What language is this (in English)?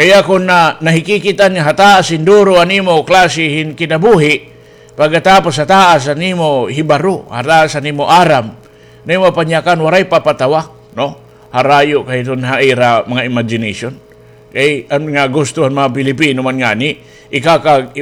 Waray